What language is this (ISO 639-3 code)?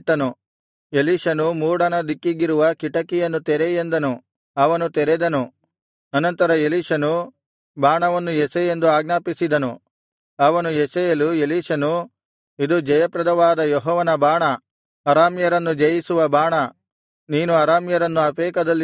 kan